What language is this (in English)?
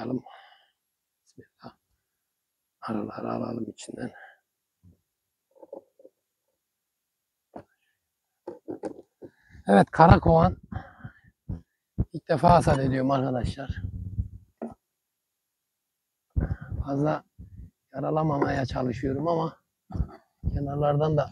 Turkish